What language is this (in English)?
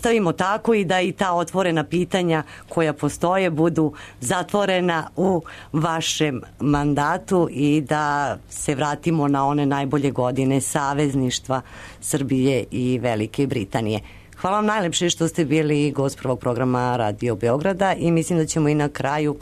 Serbian